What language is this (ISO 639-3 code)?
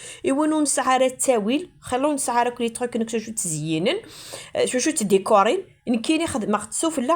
kab